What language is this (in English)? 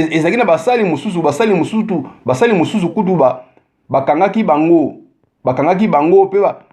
Lingala